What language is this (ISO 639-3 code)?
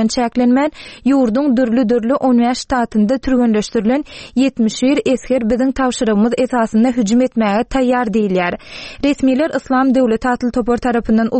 tuk